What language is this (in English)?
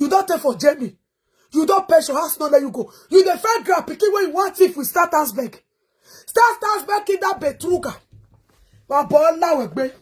Nigerian Pidgin